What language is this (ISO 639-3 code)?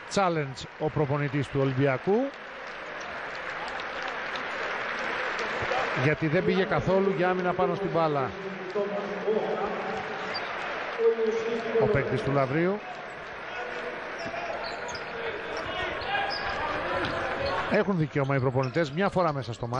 ell